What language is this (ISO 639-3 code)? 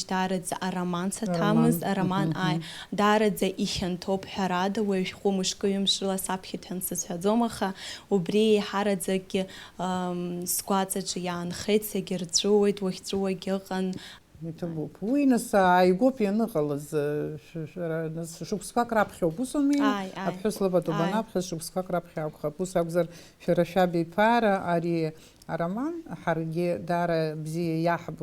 abk